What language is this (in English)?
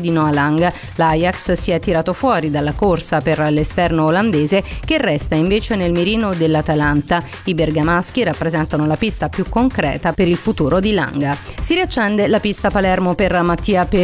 Italian